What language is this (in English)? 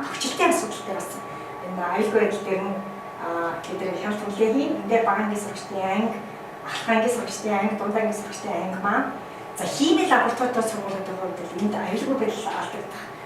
Mongolian